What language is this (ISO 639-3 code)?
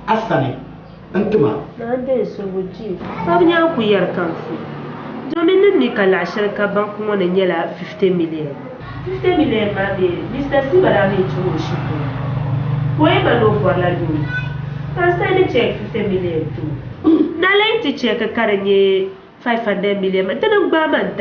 dag